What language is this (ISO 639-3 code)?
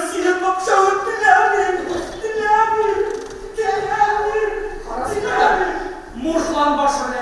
tat